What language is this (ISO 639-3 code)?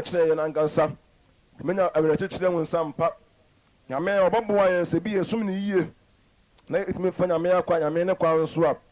aka